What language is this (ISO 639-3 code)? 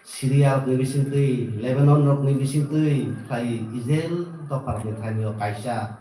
trp